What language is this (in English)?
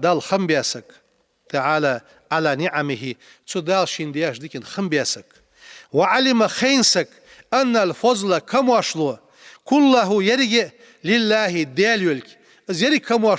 Ingush